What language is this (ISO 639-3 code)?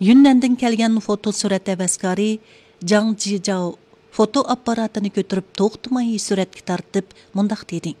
uig